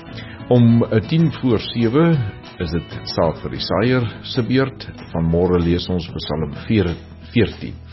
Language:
Afrikaans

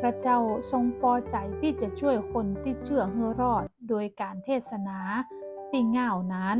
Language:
Northern Thai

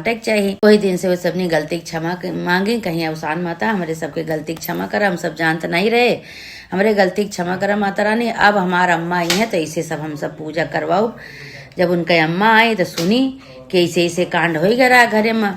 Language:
Awadhi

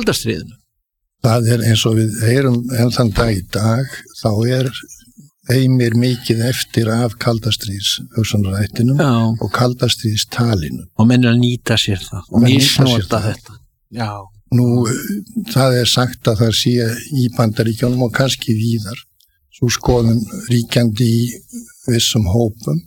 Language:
Icelandic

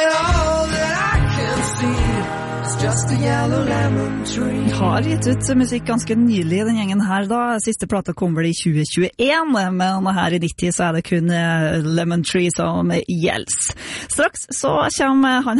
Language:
Norwegian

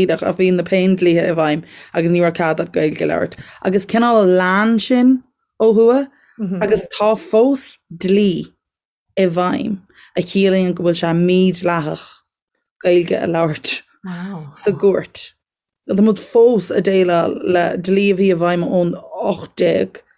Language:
Irish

